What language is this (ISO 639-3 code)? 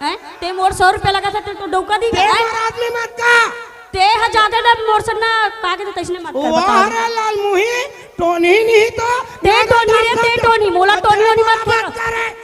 hne